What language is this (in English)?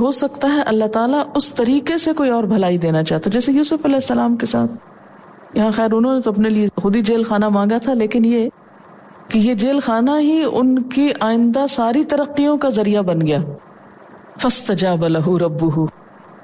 Urdu